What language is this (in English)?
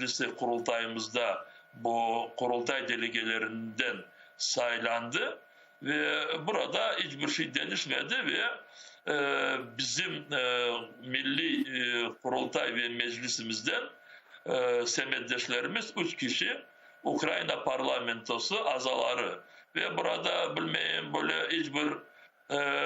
Crimean Tatar